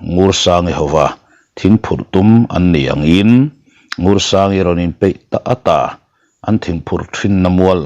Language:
Mizo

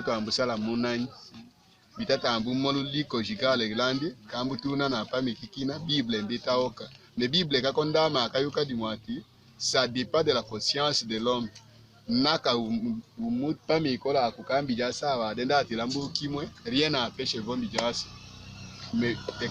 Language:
Tetela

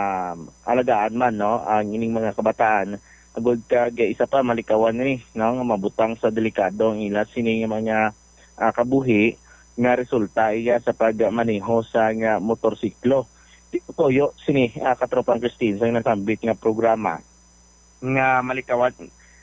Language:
Hiligaynon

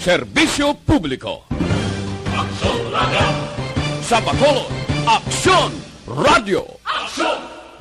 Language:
Hiligaynon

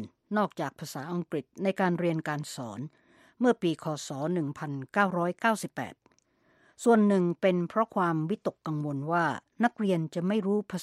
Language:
Thai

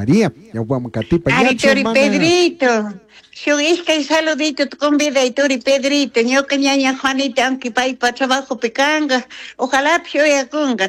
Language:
Chimborazo Highland Quichua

